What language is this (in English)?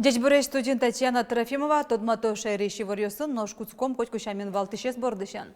Udmurt